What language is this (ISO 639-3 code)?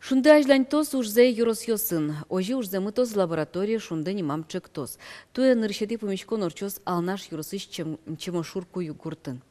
udm